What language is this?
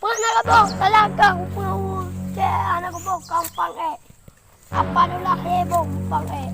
Achinese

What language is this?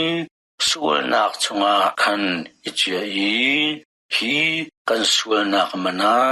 Hakha Chin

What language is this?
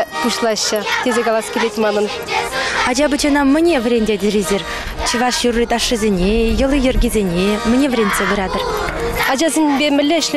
Chuvash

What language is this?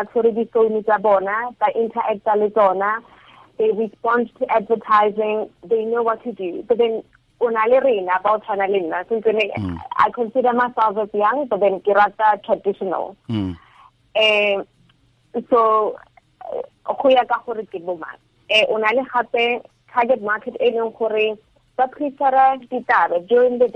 Tswana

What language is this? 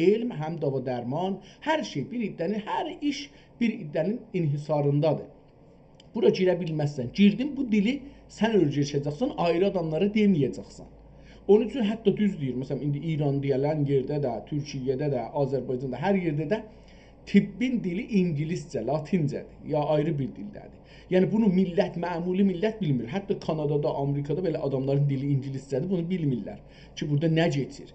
South Azerbaijani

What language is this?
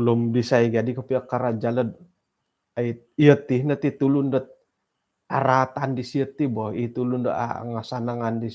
Central Dusun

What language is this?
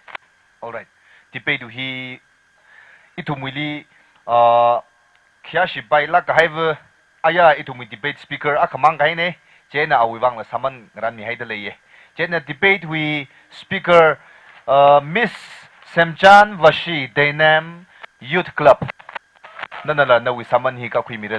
Tangkhul Naga (India)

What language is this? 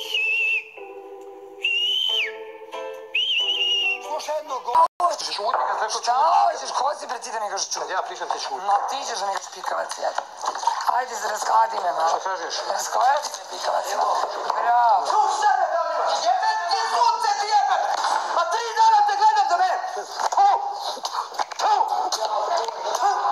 Serbian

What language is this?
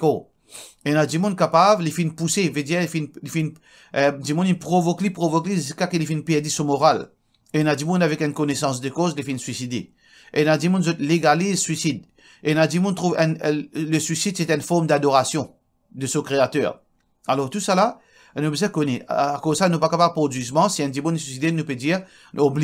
Morisyen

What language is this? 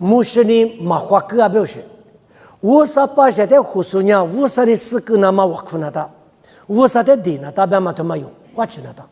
Lisu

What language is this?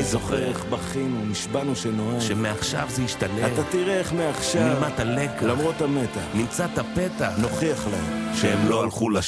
Hebrew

